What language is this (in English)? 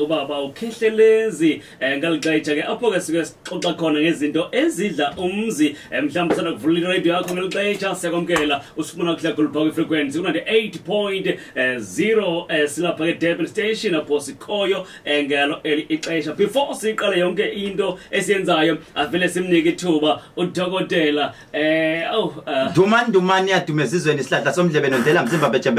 Zulu